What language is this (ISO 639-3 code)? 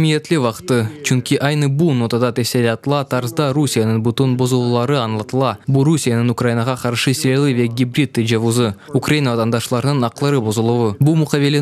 crh